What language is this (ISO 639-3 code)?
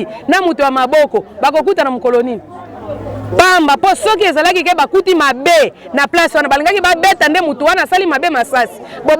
lin